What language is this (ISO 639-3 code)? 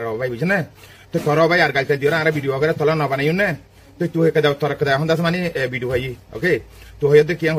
rhg